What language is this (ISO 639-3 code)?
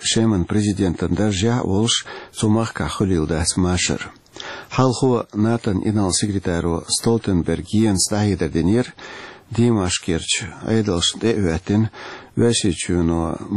che